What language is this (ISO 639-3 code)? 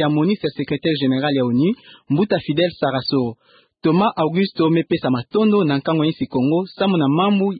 ktu